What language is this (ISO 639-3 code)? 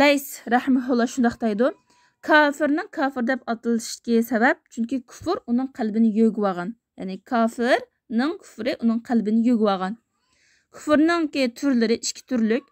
uig